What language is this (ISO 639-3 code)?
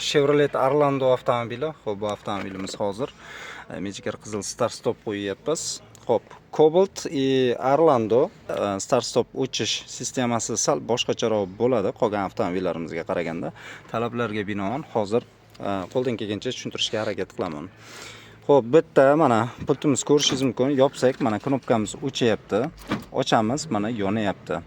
uzb